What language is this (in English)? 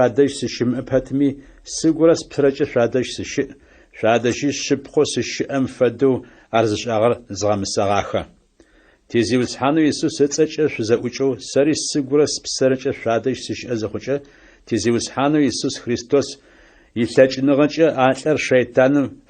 Adyghe